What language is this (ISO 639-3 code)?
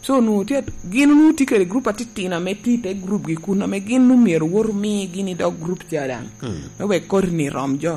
laj